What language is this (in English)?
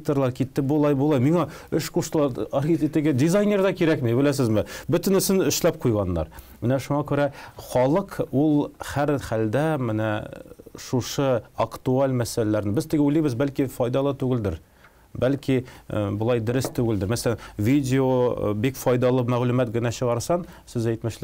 Tatar